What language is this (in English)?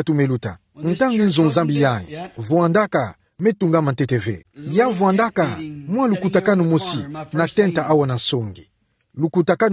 Kituba (Democratic Republic of Congo)